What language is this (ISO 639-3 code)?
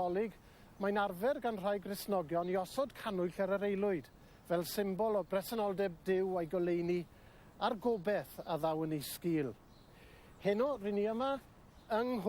cym